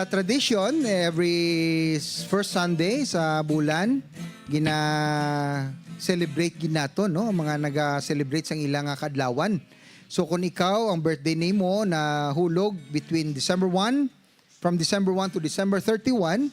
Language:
Hiligaynon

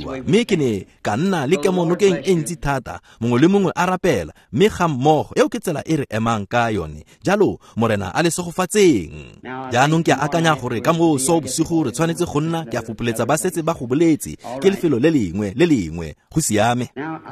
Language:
Tswana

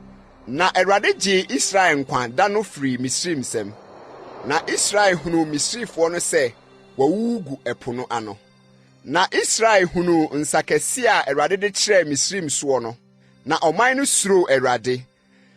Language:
Akan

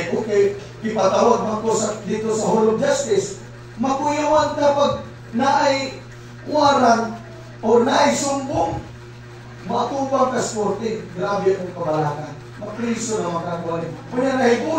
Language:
Cebuano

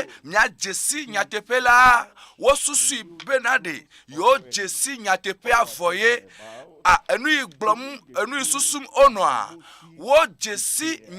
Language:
Ewe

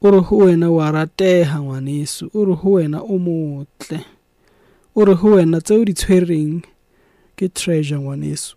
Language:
Southern Sotho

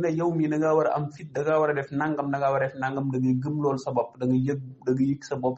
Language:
Wolof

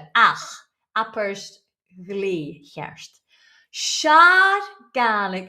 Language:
Scottish Gaelic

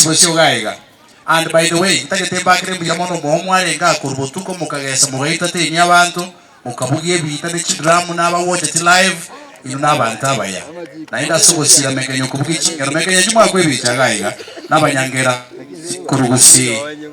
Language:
Gusii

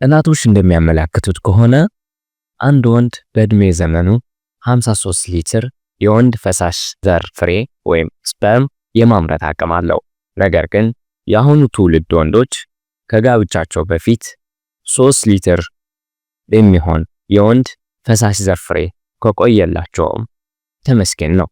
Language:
Amharic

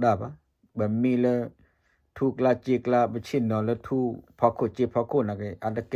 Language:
S'gaw Karen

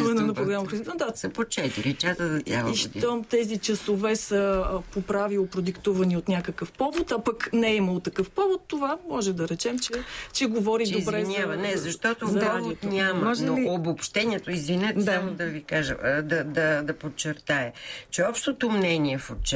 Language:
Bulgarian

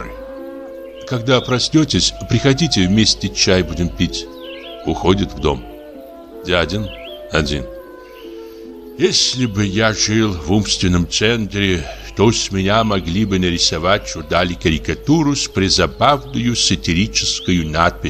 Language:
Russian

